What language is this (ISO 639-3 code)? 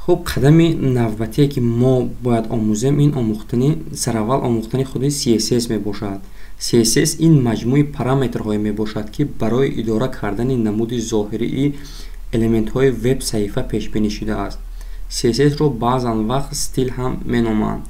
tgk